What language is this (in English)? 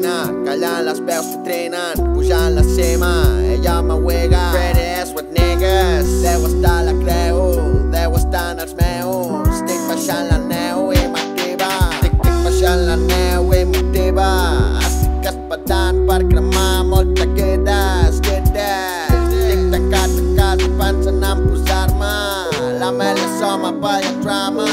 Catalan